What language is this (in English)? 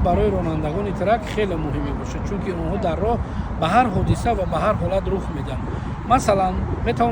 Tajik